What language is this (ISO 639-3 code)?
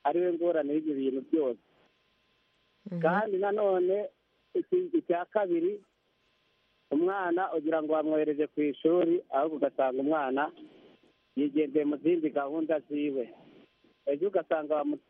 kin